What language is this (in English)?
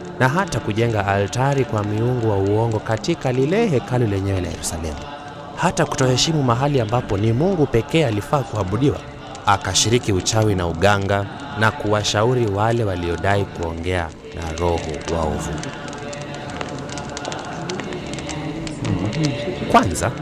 Swahili